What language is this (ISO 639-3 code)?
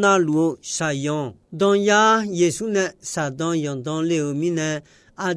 ahk